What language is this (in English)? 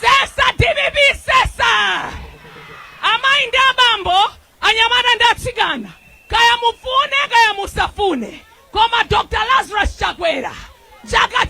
Nyanja